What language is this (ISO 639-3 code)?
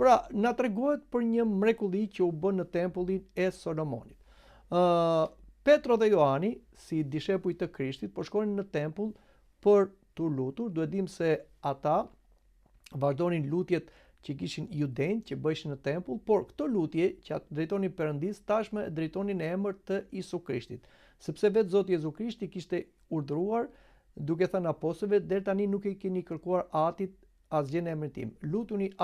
sqi